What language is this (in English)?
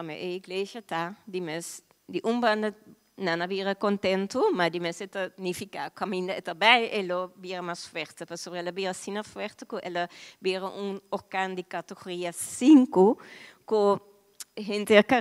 Papiamento